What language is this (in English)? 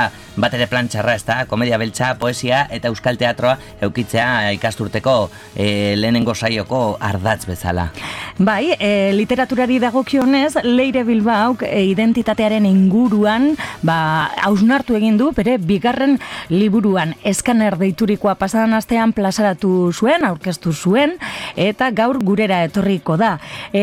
Basque